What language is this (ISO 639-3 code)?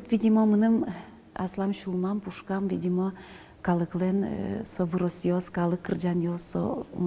udm